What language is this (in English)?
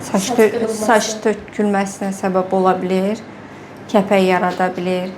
Azerbaijani